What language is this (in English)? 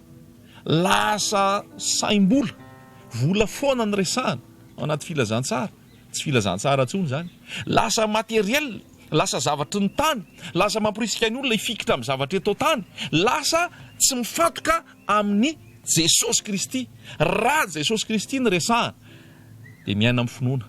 Malagasy